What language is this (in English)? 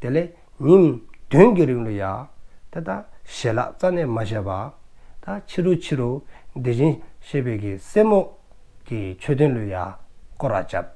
Dzongkha